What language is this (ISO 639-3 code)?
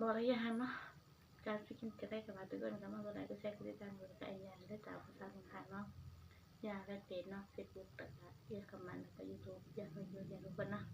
tts